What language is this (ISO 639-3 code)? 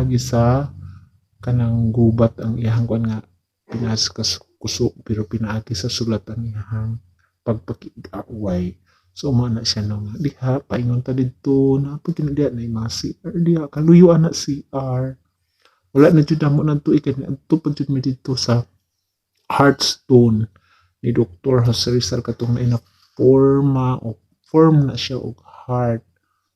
ceb